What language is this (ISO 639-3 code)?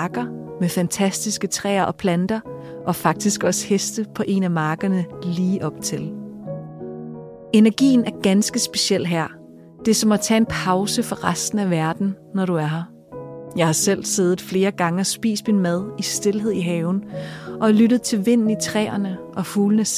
dan